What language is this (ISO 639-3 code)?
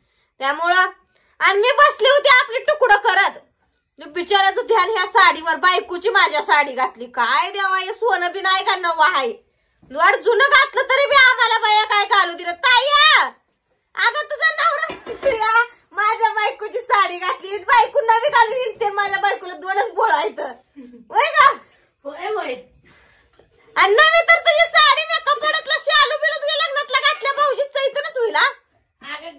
mar